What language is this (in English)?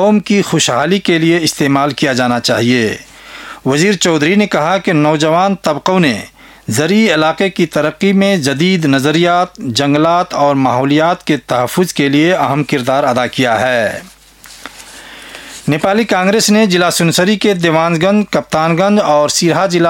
Urdu